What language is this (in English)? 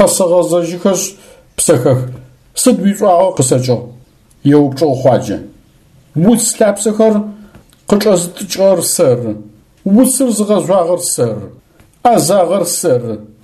Adyghe